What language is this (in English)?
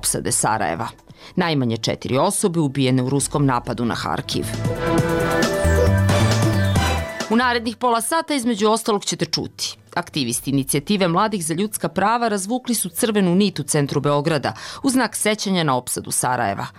Serbian